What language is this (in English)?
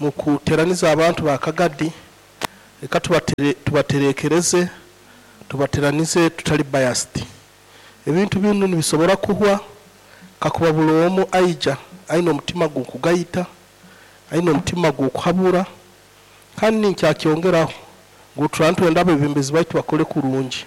Nyoro